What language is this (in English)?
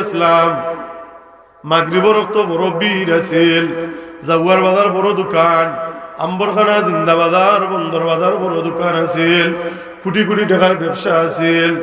Sylheti